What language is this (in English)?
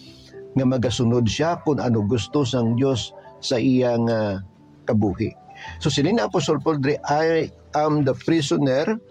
Hiligaynon